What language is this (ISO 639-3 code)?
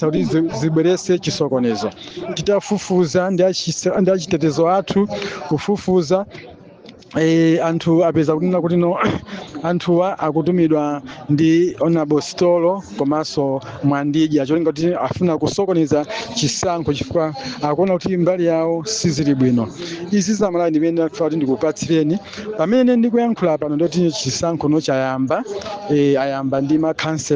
nya